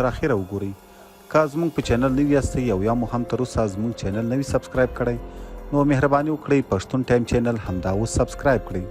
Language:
Pashto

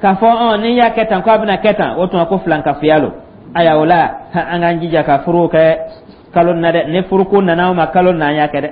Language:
Dyula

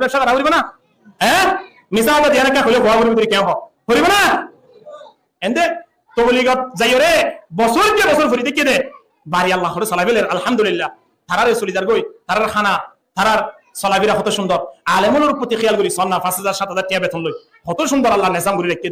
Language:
Rohingya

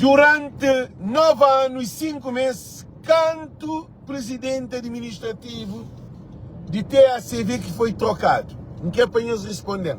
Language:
Kabuverdianu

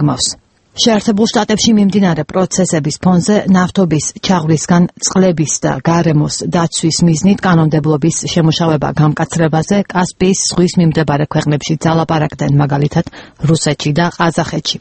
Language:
Georgian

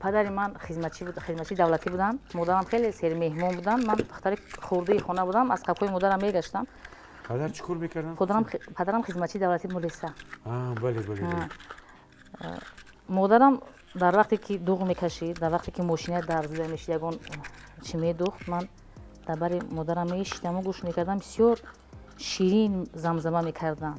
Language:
Tajik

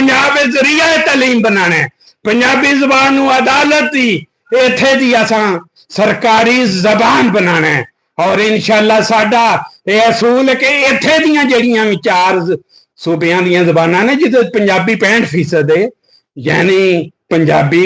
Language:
Western Panjabi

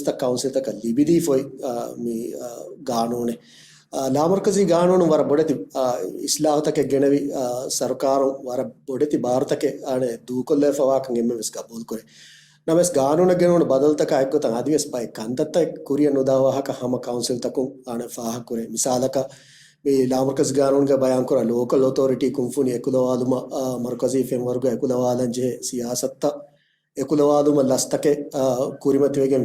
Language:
Divehi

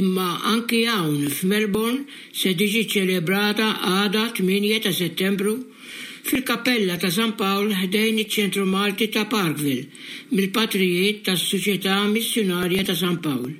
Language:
Maltese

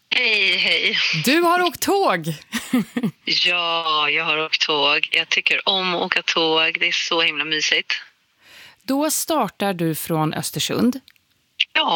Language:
Swedish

